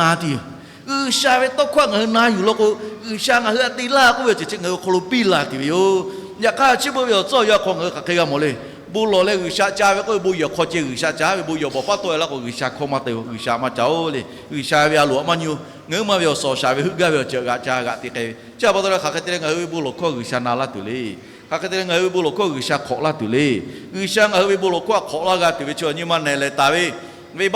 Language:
Lahu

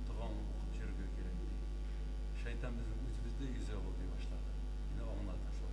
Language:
Tatar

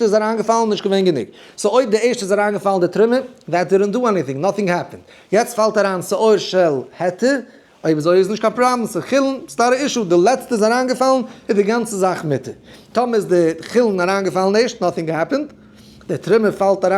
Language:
Yiddish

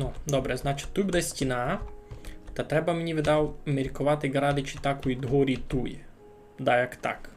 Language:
Rusyn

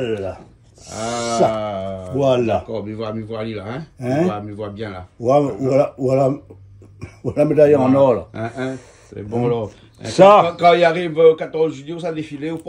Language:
Réunion Creole French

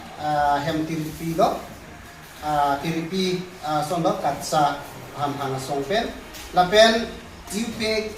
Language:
Karbi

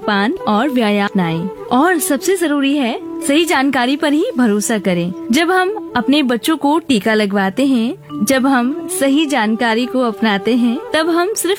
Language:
Hindi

